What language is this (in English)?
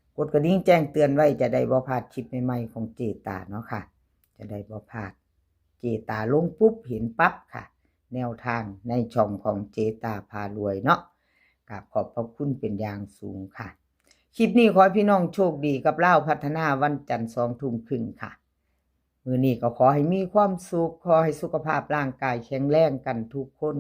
Lao